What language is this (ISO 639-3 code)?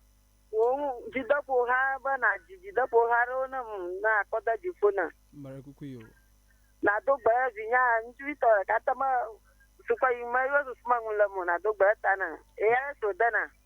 ewe